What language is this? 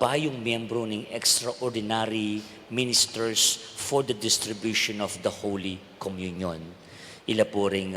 Pampanga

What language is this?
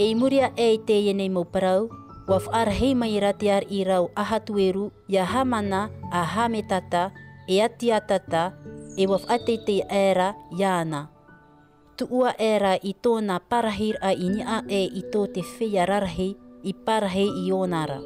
Tahitian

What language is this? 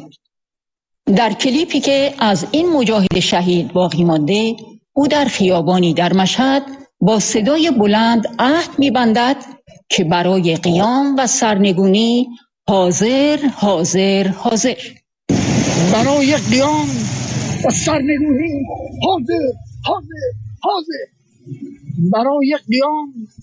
Persian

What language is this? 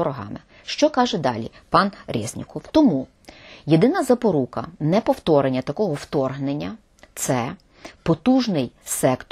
Ukrainian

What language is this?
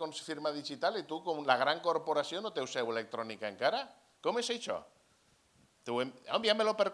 Catalan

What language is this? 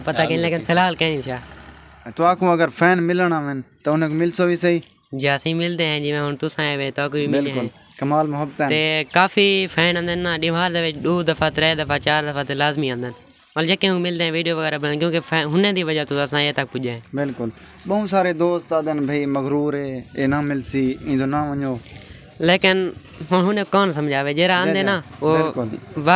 Saraiki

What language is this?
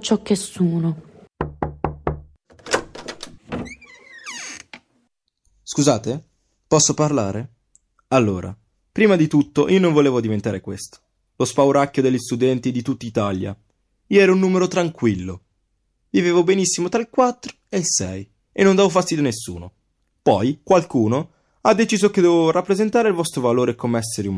Italian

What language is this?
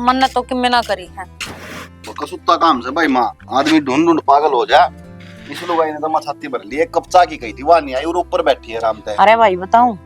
Haryanvi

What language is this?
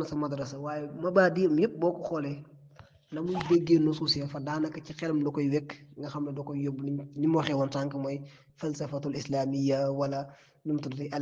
Wolof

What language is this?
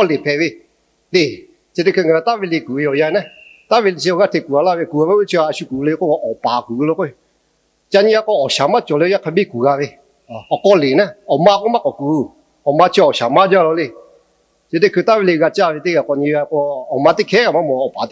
Lahu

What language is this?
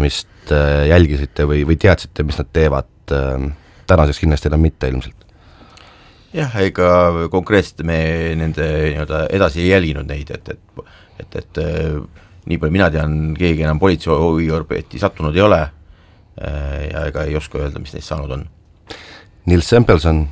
Estonian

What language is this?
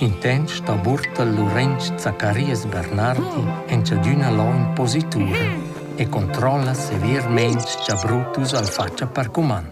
Romansh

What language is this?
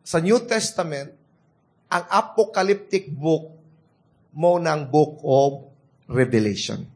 Cebuano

